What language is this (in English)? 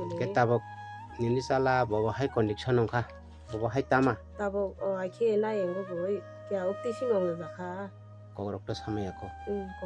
Kok Borok